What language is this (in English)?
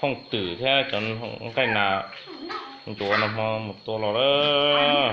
Hmong